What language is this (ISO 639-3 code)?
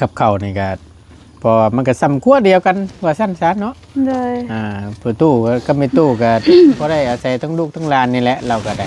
tts